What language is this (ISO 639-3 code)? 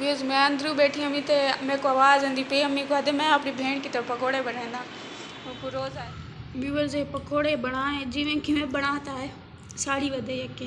skr